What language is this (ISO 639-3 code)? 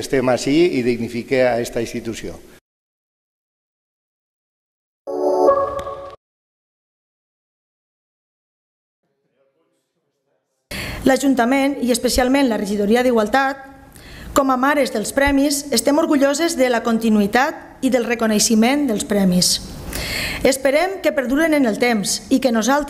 cat